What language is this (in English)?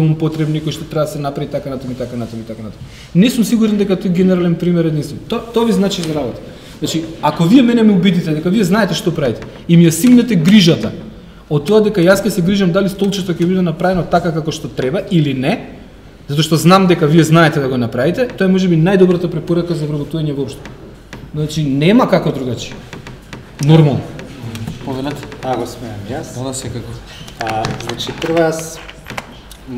Macedonian